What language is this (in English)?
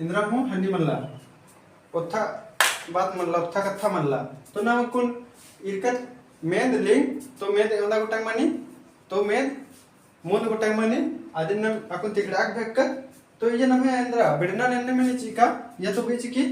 Kurukh